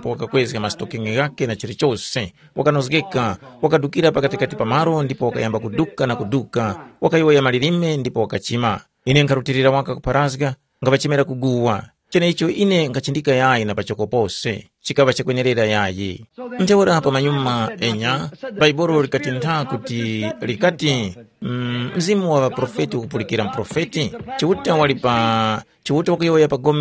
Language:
Tumbuka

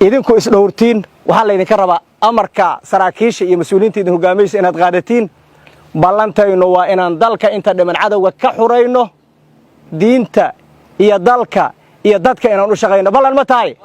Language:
Somali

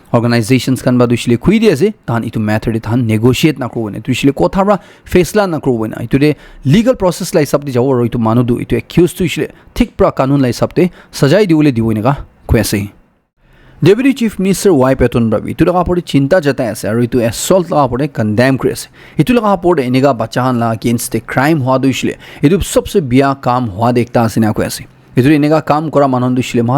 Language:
Naga Pidgin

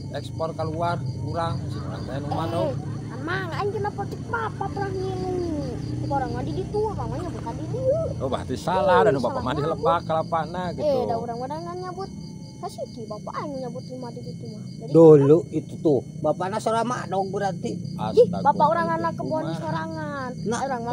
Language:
Sundanese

